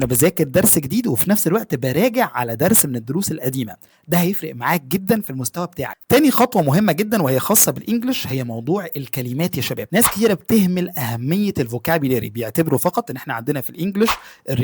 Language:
Egyptian Arabic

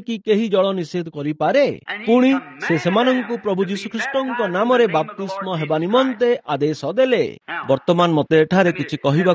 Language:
Odia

